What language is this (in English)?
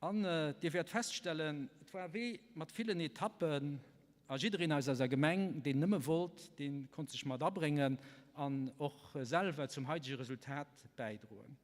Luxembourgish